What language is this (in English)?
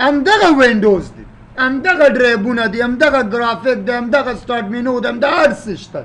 Pashto